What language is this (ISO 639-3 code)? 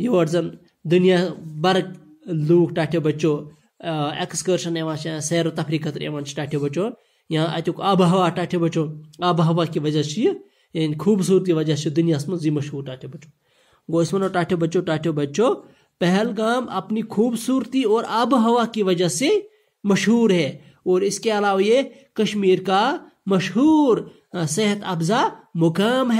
kas